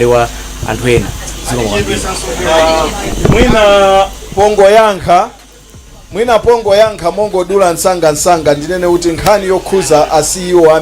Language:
Nyanja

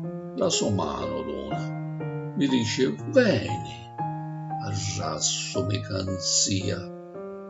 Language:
Sicilian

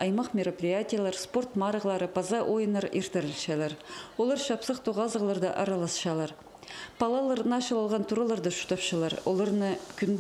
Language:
Khakas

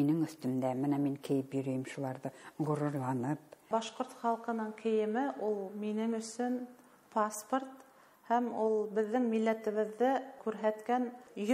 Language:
Bashkir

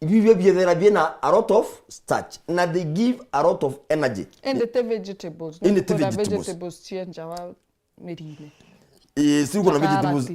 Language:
Meru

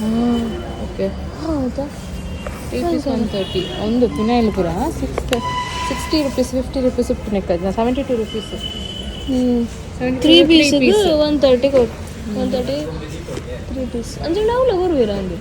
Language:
Tulu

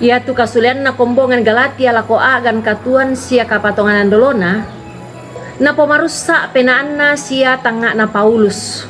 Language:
Toraja-Sa'dan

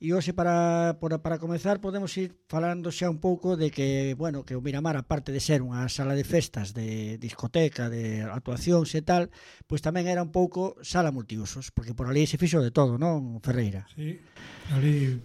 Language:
Galician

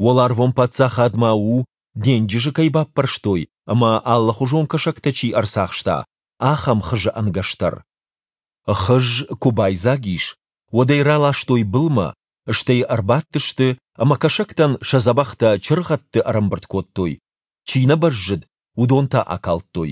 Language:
Ossetic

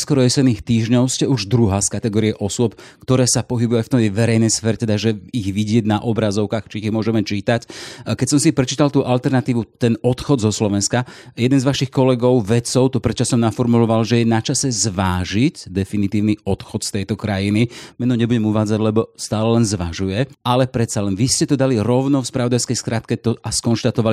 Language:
Slovak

